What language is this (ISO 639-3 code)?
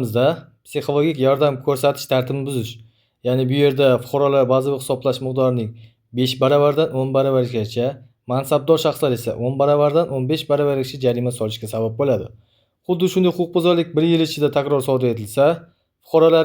uzb